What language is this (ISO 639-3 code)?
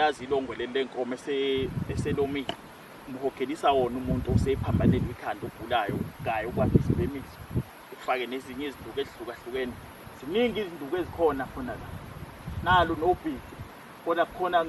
zul